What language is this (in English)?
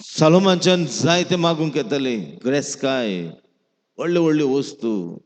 Konkani